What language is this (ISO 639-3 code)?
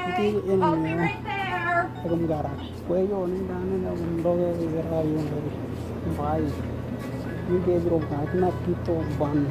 dnw